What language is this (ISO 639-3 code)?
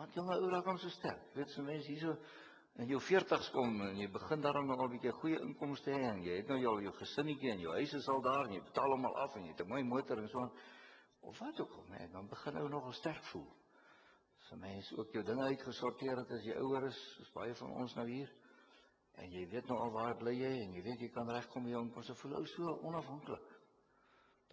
afr